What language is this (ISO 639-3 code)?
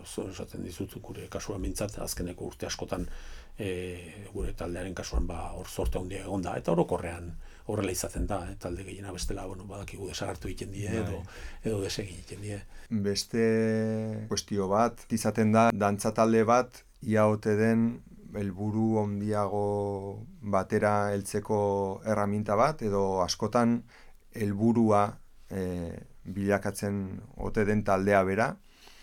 eus